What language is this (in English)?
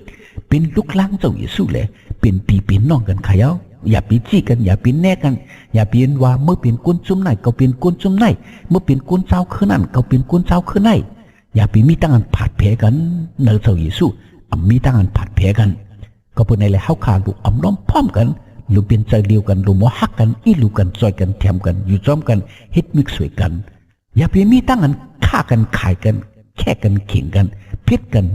Shan